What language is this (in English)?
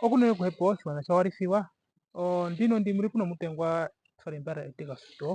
Herero